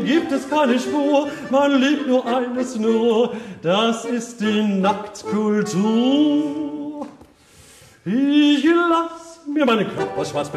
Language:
German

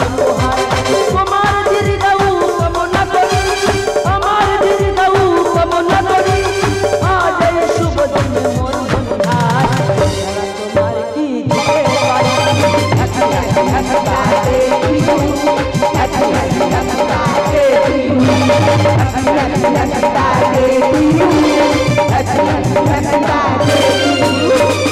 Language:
Bangla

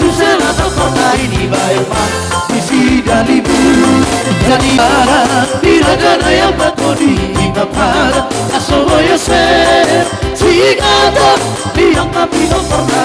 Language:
Batak Toba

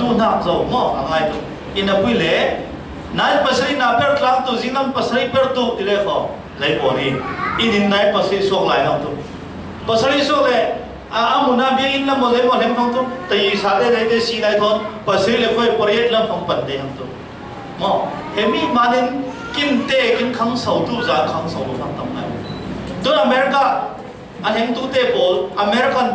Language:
Falam Chin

